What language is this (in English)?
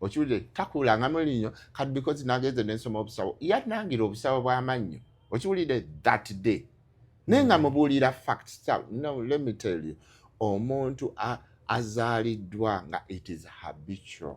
Ganda